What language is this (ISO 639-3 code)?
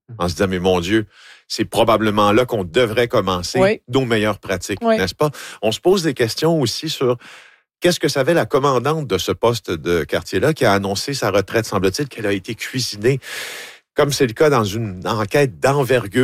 fra